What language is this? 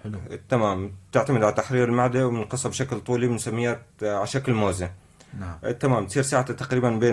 North Levantine Arabic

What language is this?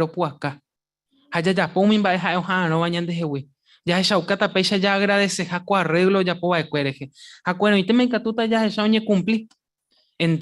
Guarani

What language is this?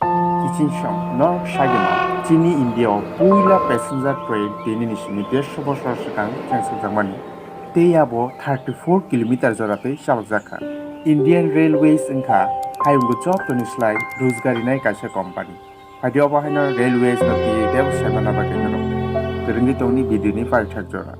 Kok Borok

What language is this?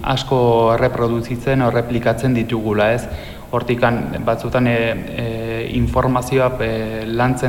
Basque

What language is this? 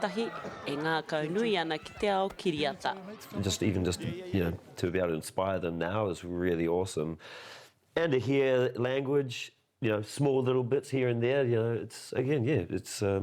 Māori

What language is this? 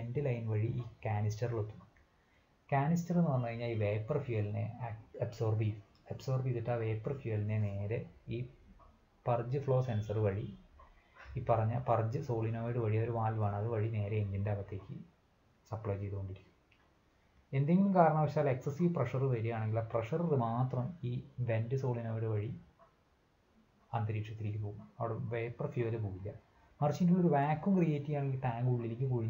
Malayalam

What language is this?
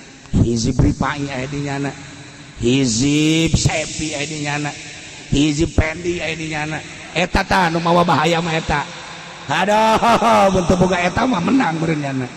Sundanese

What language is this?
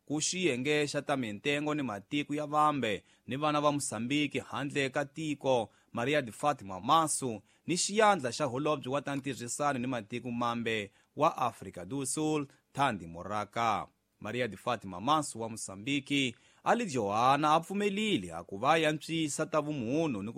Tsonga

